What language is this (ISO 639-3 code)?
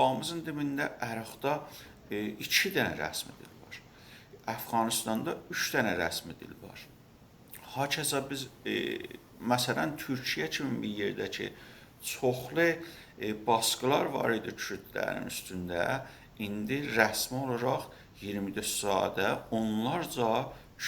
azb